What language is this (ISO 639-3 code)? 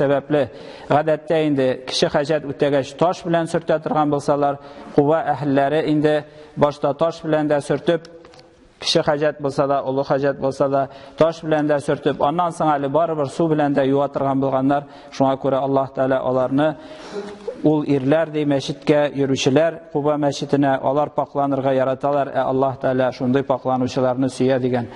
tat